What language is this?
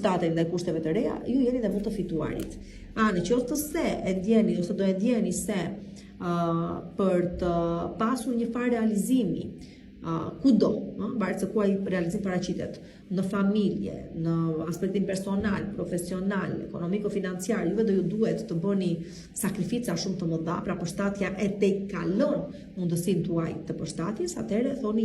Albanian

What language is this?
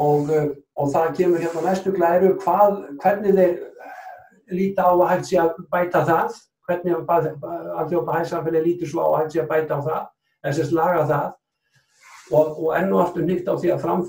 Icelandic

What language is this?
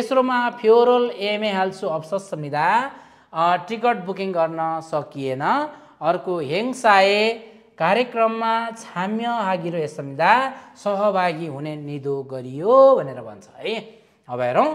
Nepali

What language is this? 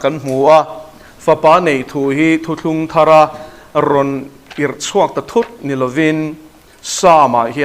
Mizo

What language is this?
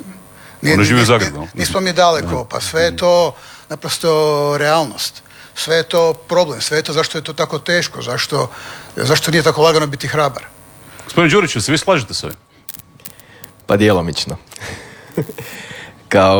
Croatian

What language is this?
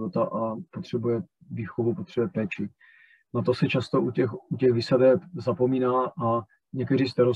Czech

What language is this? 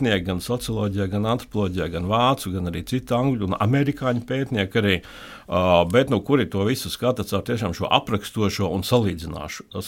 Latvian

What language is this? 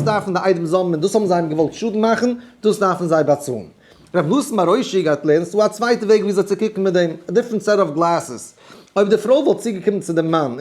Yiddish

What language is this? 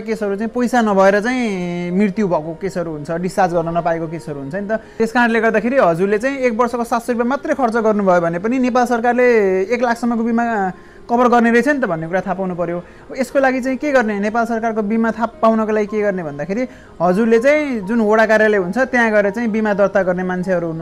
Nepali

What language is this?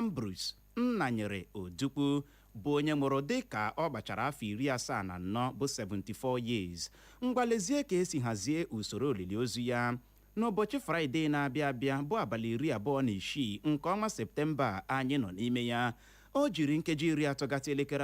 Igbo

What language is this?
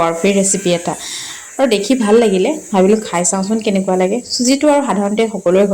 Assamese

